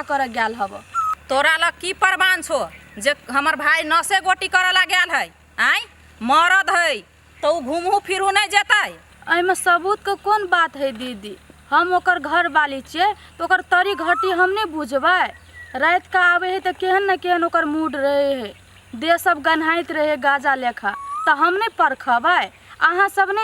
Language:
Maithili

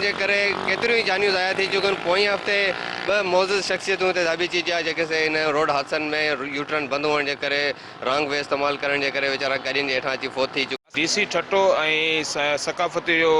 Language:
Sindhi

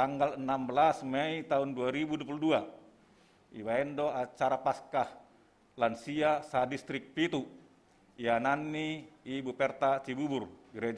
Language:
Batak Simalungun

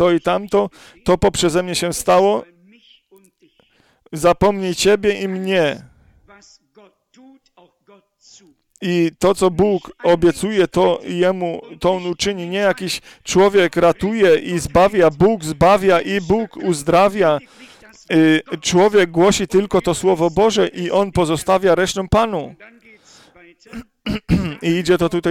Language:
Polish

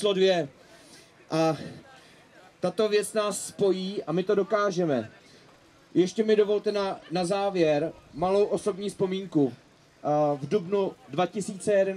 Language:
Czech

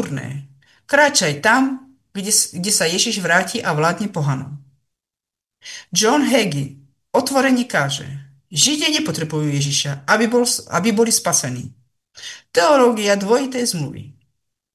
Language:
Slovak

